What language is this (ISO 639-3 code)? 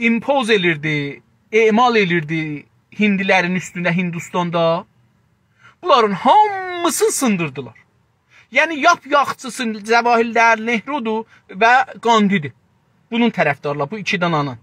azb